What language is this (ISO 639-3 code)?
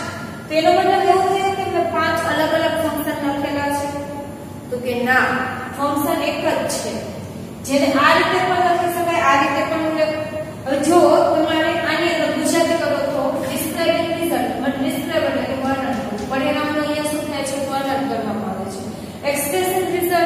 guj